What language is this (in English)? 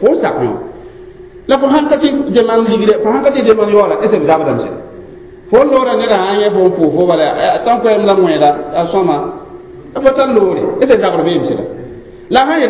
Mossi